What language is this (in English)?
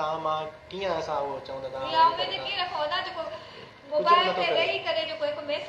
Sindhi